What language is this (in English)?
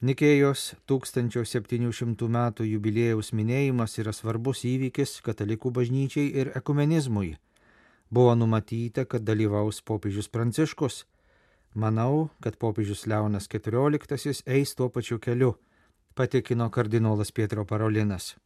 Lithuanian